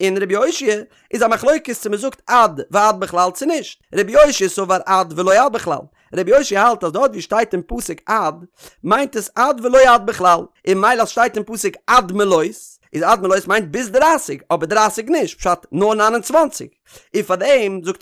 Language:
Yiddish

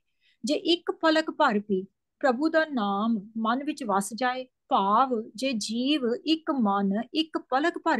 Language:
Punjabi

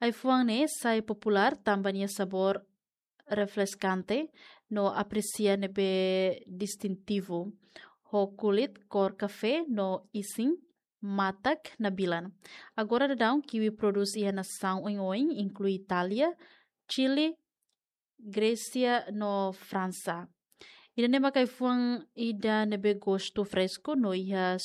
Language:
Tetum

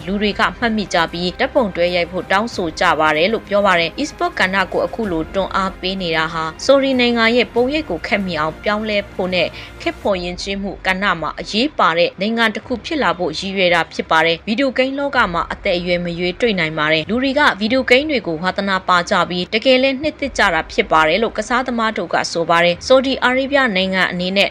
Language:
Burmese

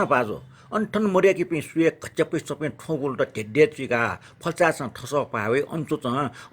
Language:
Newari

